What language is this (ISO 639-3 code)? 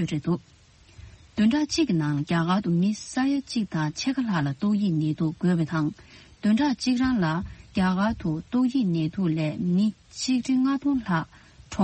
bod